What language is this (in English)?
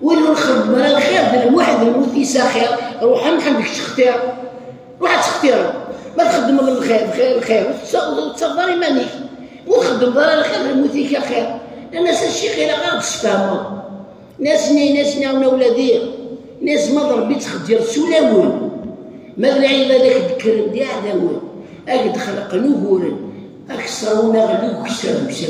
Kabyle